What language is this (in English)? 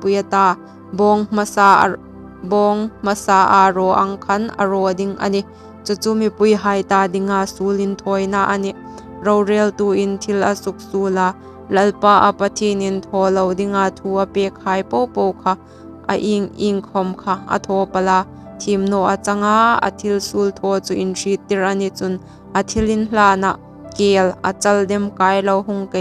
Hmar